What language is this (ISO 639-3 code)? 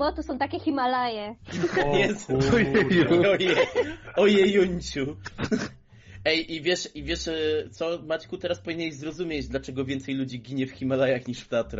pol